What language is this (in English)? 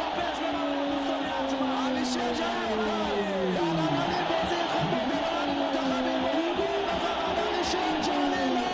Tajik